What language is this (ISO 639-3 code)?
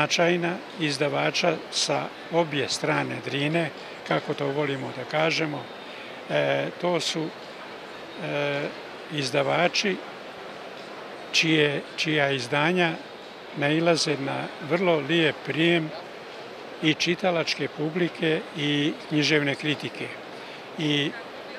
srp